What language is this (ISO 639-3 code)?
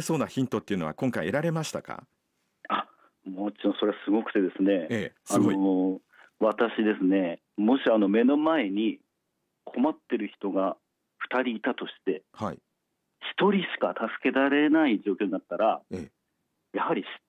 jpn